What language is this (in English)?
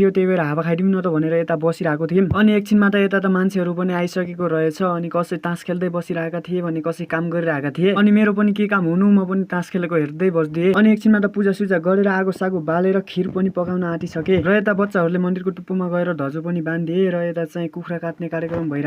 Nepali